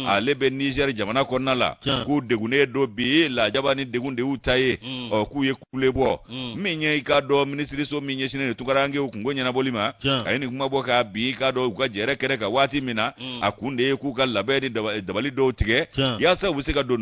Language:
Bambara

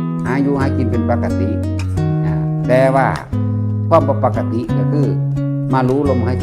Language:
Northeastern Thai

